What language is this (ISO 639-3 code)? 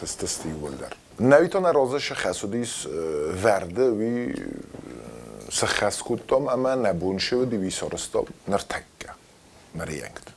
oss